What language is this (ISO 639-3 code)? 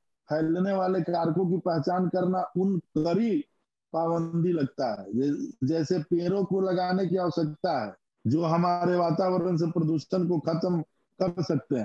hin